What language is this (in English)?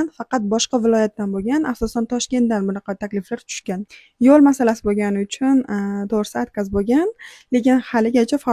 Uzbek